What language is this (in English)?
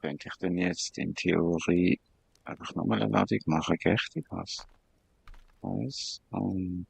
Swiss German